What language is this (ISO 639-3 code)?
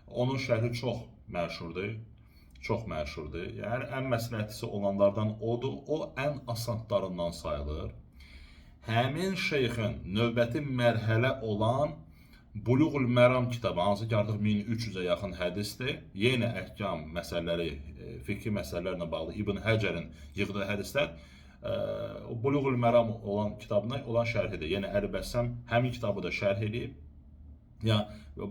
aze